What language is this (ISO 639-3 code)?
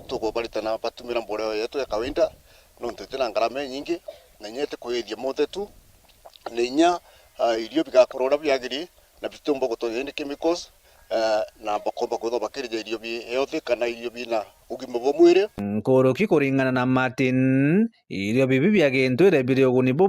mer